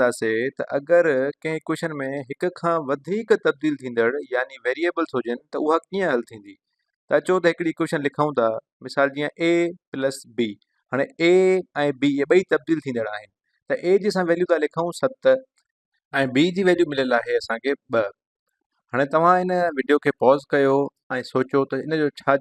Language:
Sindhi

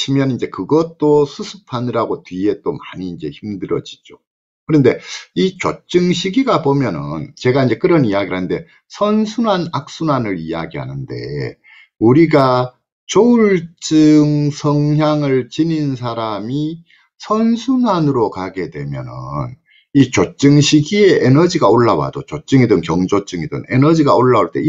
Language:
Korean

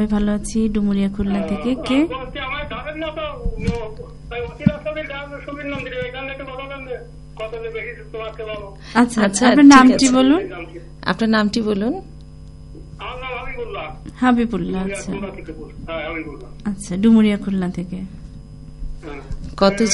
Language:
Bangla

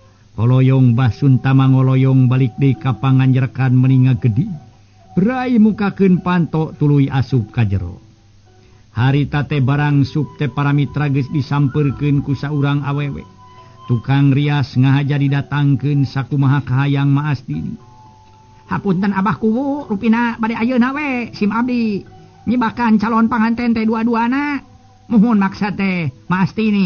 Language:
Sundanese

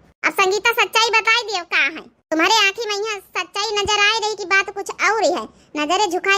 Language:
Awadhi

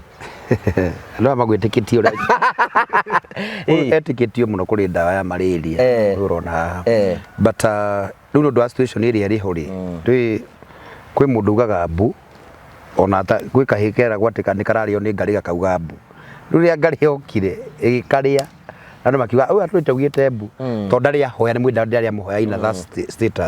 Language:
Kikuyu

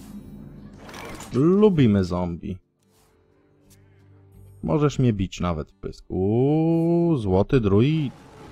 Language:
Polish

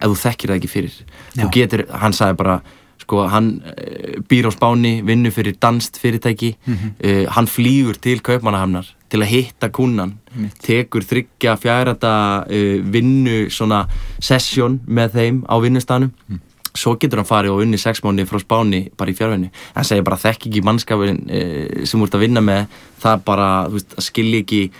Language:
Icelandic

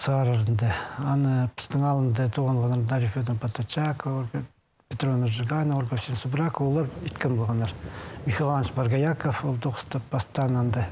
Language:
Khakas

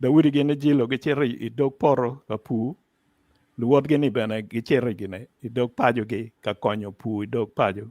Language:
Acoli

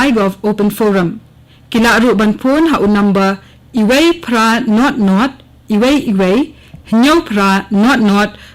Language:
Khasi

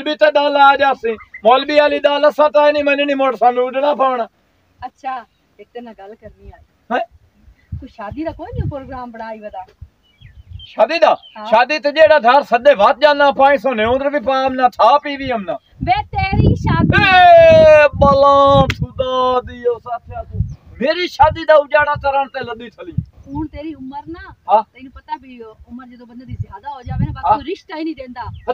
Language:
Punjabi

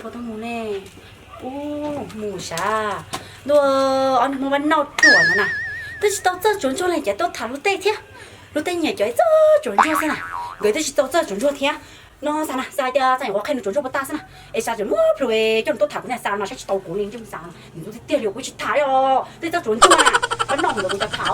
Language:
Hmong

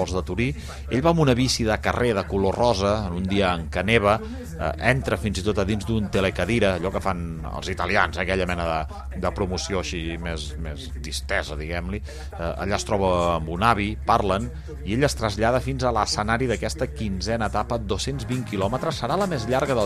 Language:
Catalan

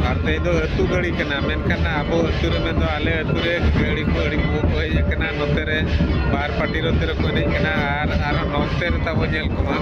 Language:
Santali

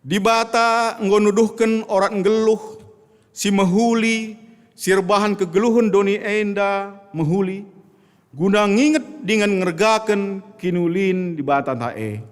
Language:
Batak Karo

